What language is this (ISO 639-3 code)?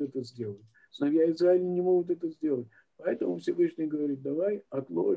rus